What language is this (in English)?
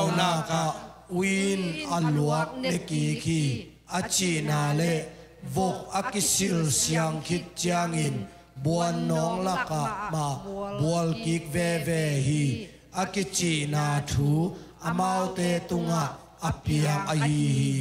Tedim Chin